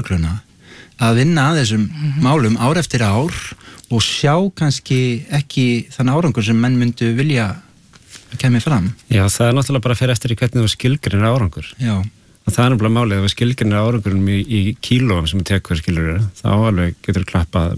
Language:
Icelandic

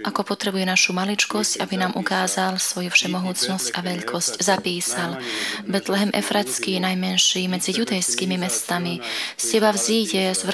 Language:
Slovak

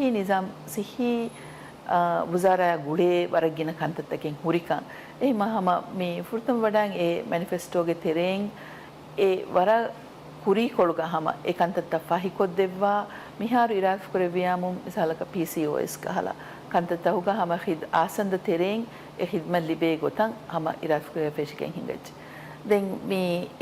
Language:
Divehi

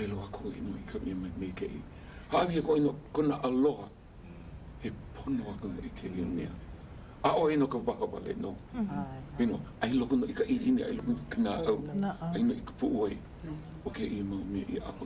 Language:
Hawaiian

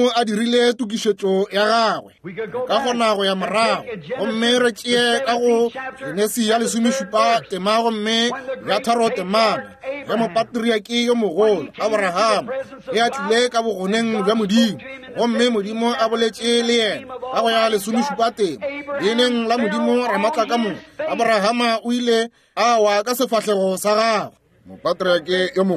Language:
Northern Sotho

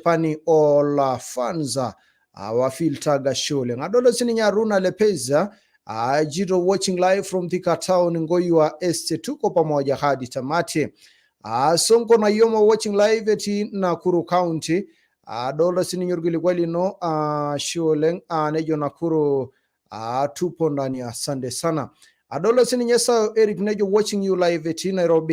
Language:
Masai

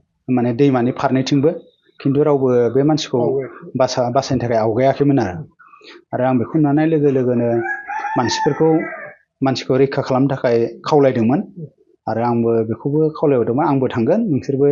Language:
Bodo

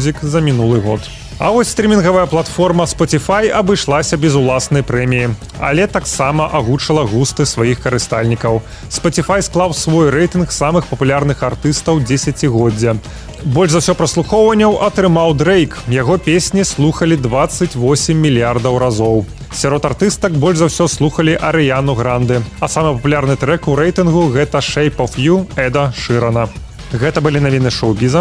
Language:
Belarusian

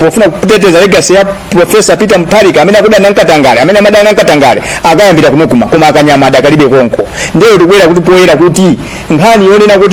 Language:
Nyanja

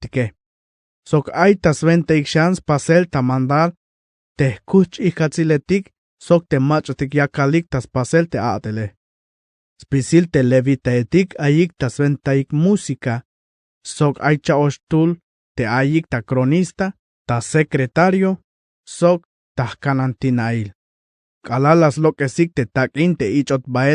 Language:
Tzeltal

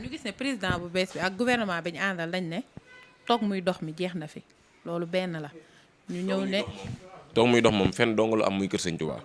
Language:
Wolof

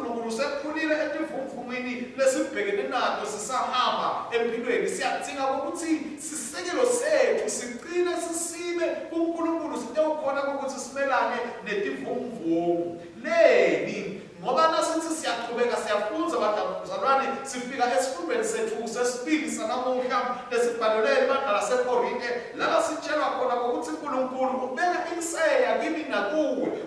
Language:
Swati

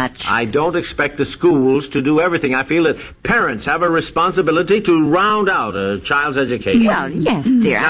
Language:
English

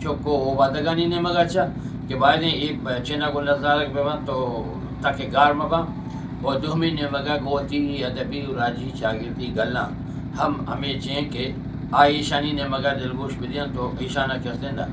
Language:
Eastern Balochi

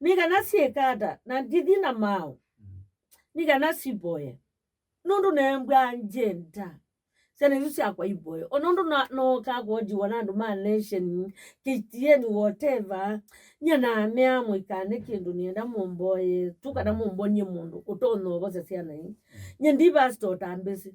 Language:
Kamba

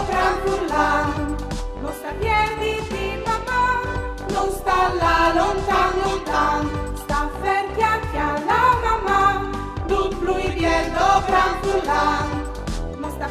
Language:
Friulian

